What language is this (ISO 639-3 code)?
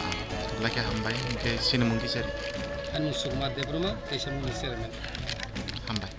trp